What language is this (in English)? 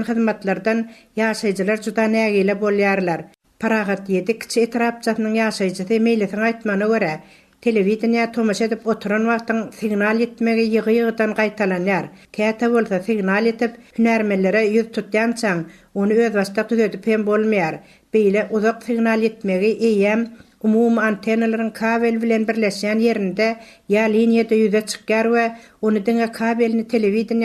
Turkmen